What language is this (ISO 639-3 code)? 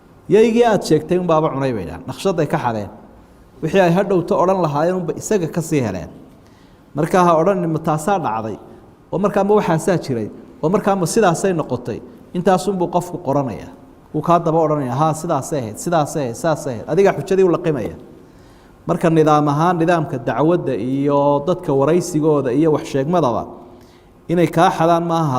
som